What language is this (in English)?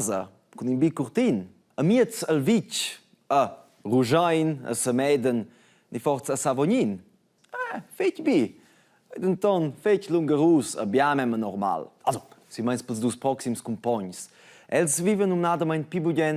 Romansh